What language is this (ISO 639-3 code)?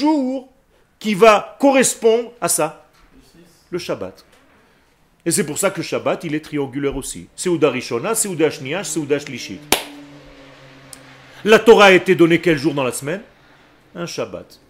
fra